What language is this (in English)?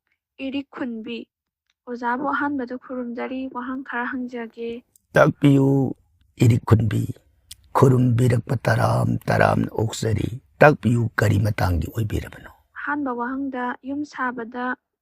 Manipuri